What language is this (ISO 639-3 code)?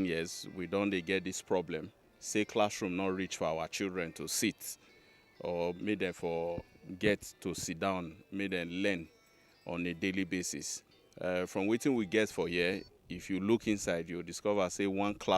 pcm